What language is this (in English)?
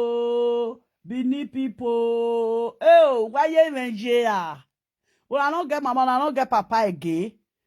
Nigerian Pidgin